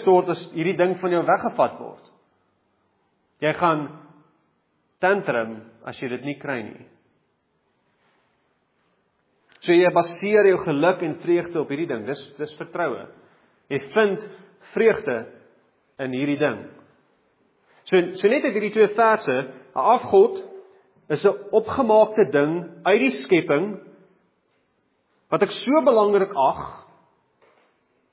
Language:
Afrikaans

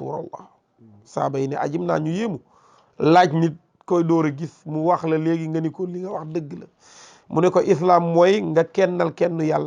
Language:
Wolof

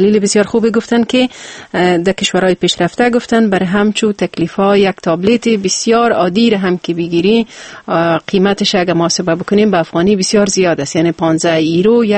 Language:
Persian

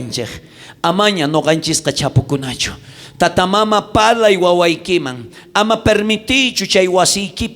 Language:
South Bolivian Quechua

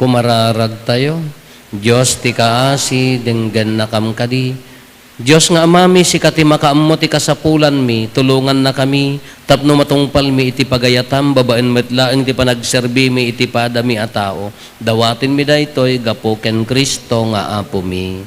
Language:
Iloko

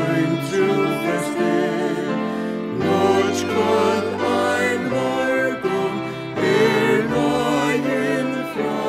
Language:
Faroese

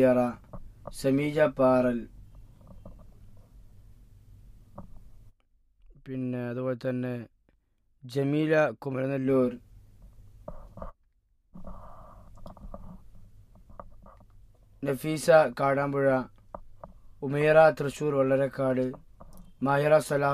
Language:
Malayalam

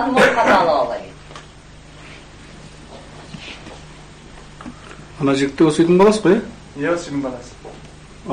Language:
Kazakh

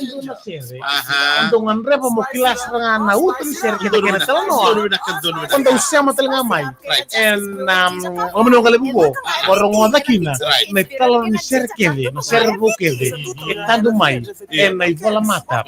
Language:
Fijian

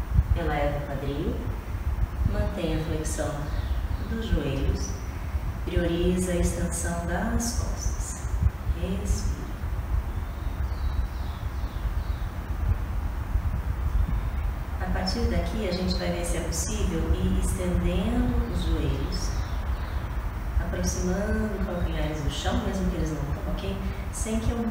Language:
Portuguese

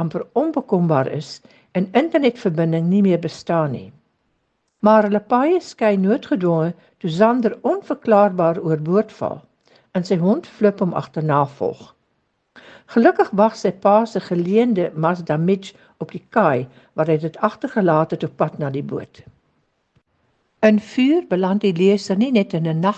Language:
Afrikaans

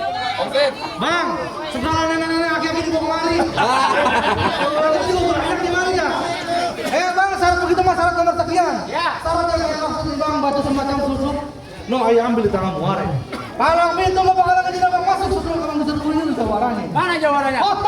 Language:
Betawi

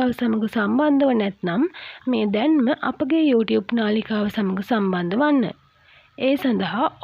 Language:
Sinhala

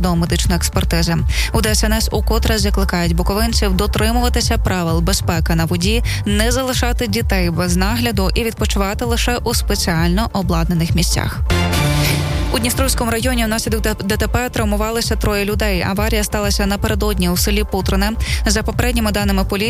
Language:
Ukrainian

